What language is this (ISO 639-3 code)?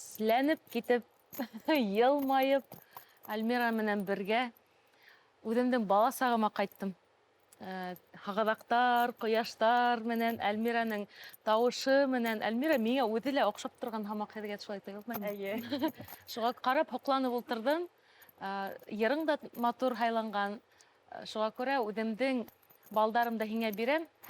bak